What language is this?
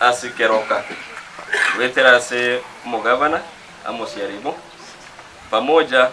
Gusii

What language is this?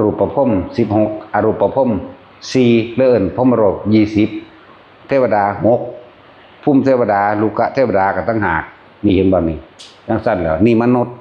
Northeastern Thai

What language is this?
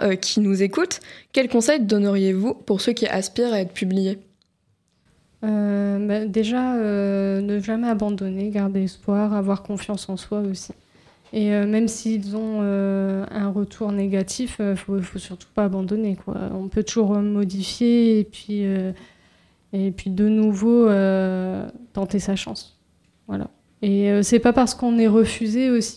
French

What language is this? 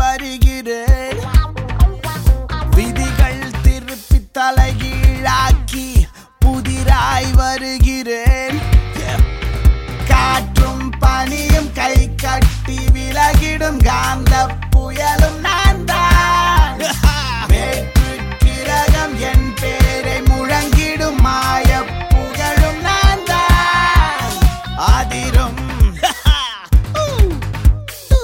Tamil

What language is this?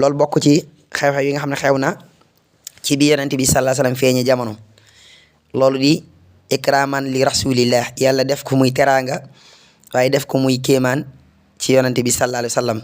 Wolof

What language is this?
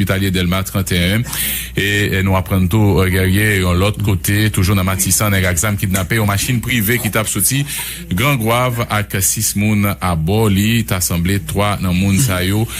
Haitian Creole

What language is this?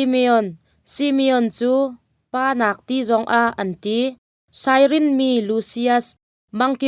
Hakha Chin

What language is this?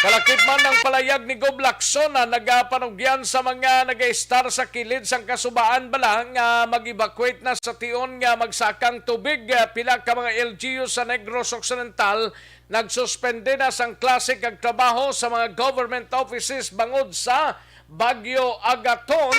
Hiligaynon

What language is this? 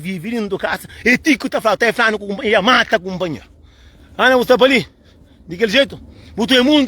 Kabuverdianu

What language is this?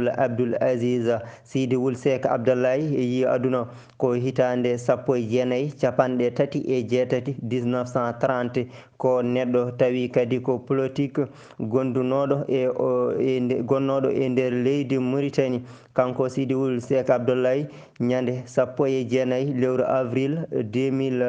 Fula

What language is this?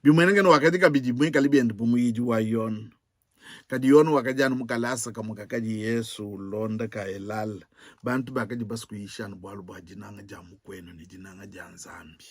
Luba-Lulua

